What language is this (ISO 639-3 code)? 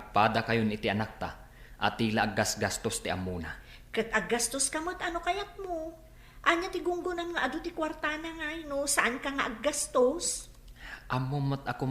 ilo